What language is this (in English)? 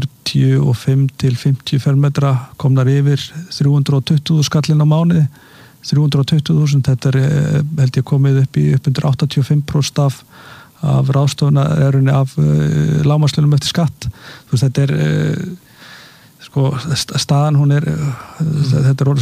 Icelandic